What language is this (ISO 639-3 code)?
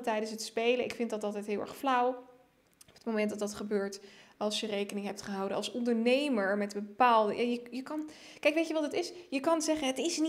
nld